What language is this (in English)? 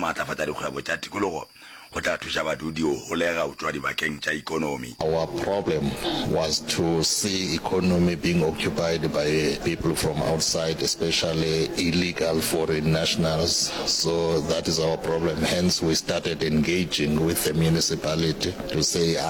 Northern Sotho